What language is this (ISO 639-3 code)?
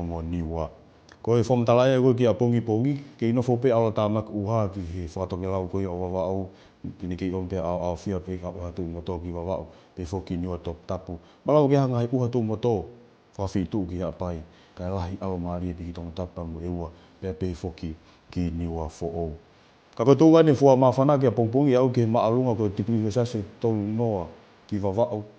ton